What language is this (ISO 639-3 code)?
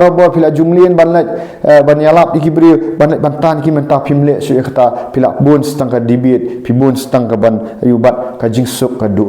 kha